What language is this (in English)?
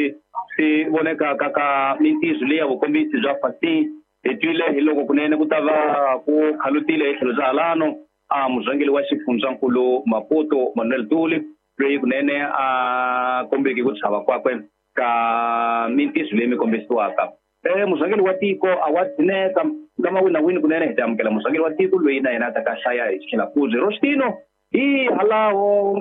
Tsonga